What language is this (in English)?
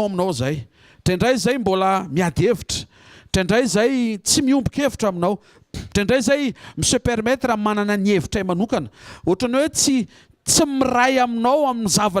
Malagasy